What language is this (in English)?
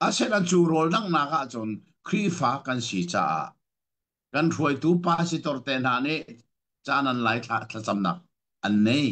Hakha Chin